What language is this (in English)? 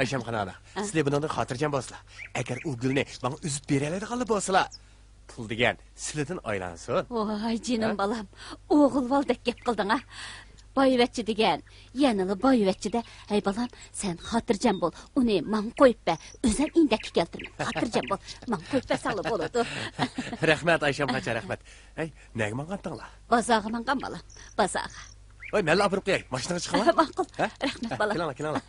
Uyghur